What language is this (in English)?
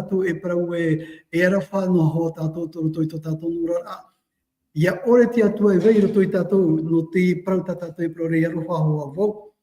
Tahitian